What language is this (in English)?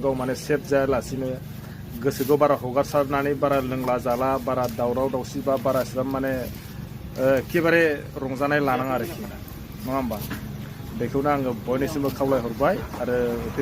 Bodo